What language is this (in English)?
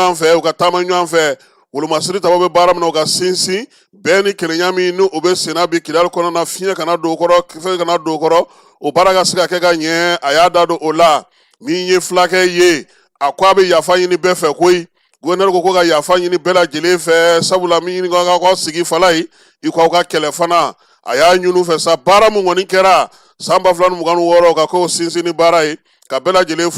Bambara